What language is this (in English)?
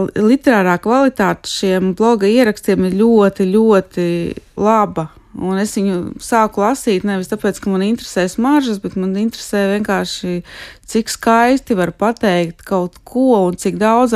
Latvian